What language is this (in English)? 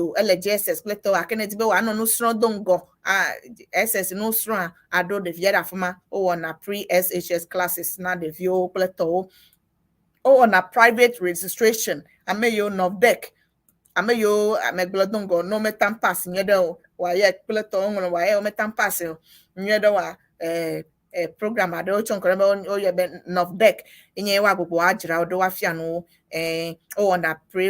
Ewe